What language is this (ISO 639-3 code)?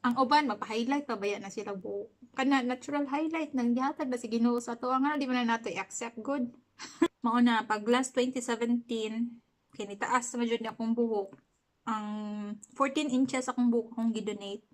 ceb